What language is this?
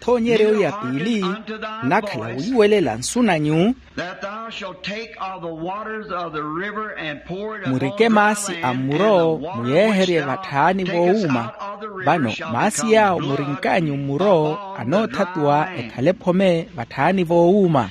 Makhuwa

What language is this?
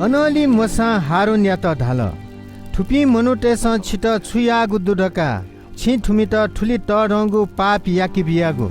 Newari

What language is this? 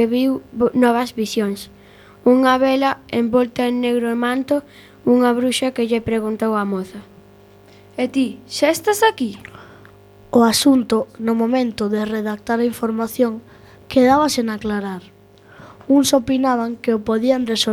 Galician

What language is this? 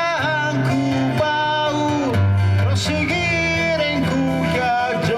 Sardinian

